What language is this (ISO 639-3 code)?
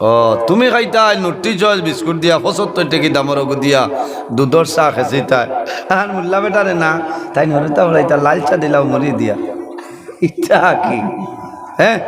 syl